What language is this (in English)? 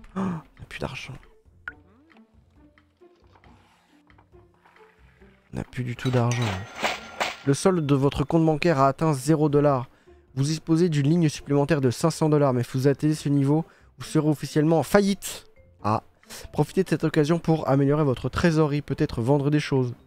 French